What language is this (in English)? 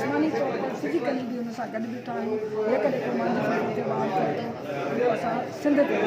Sindhi